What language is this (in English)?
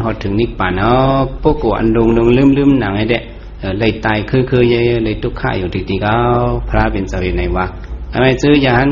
Shan